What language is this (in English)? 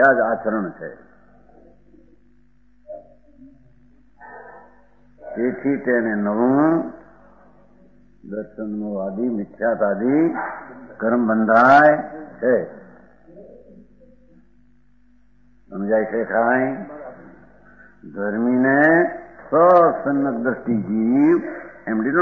Gujarati